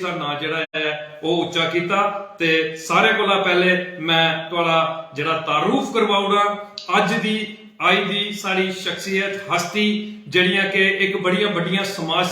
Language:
Dogri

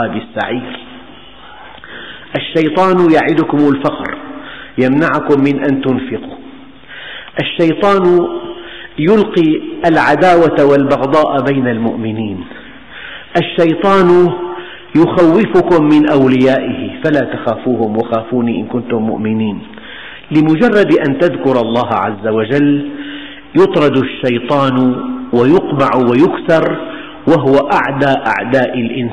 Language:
Arabic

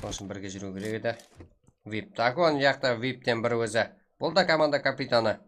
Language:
Kara-Kalpak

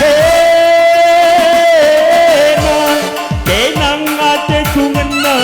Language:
Batak Karo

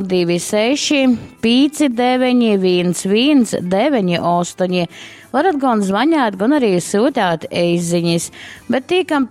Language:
Latgalian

